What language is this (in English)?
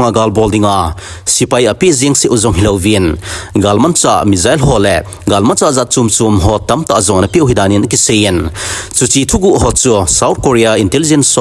Thado Chin